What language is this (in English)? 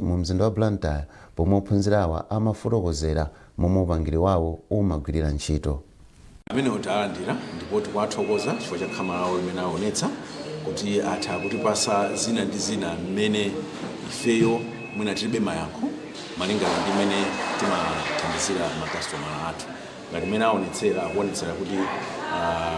Nyanja